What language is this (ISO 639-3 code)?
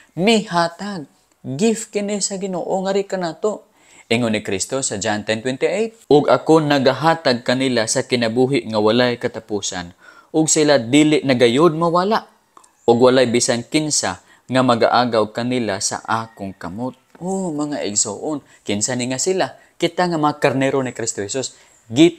ceb